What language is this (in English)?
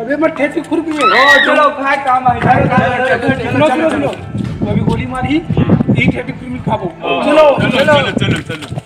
Chhattisgarhi